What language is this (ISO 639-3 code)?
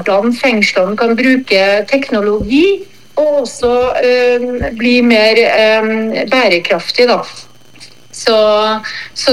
nor